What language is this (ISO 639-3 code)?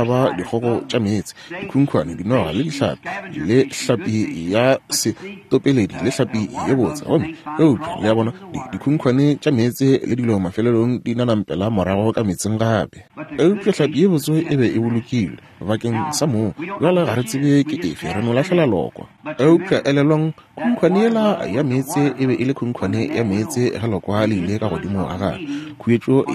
nso